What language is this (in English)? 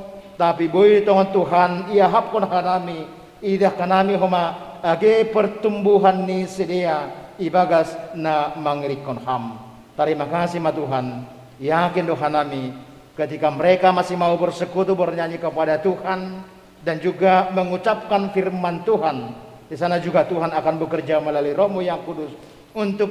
Batak Simalungun